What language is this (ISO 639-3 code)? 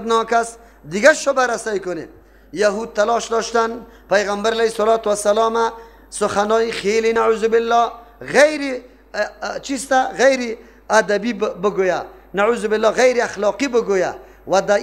fas